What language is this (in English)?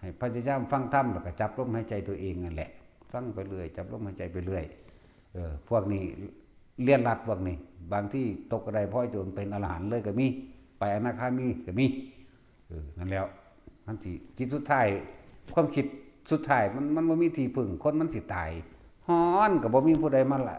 Northeastern Thai